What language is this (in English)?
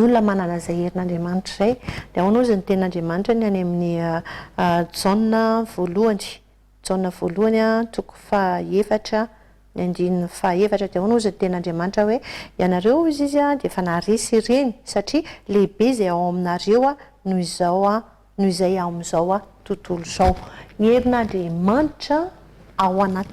Malagasy